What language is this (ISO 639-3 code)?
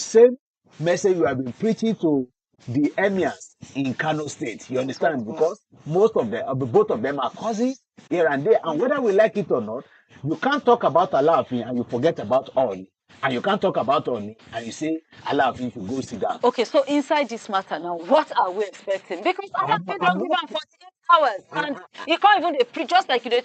pcm